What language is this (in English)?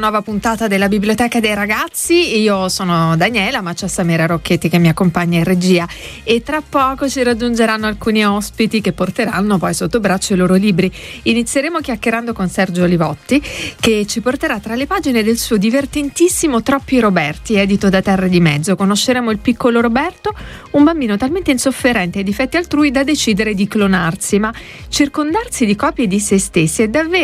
Italian